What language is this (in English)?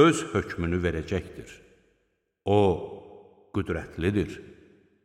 Azerbaijani